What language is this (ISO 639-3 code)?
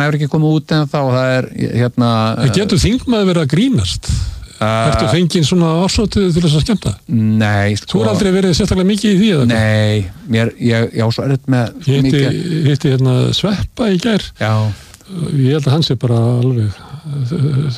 isl